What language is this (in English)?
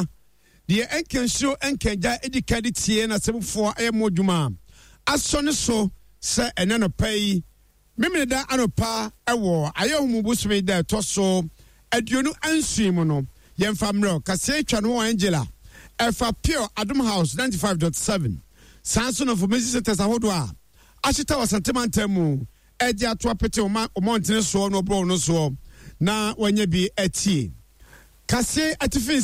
Akan